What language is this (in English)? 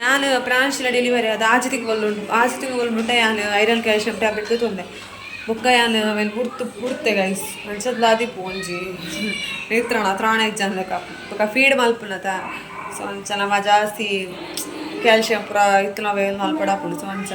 Tulu